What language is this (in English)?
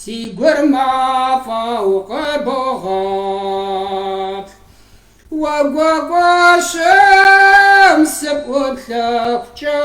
Kabardian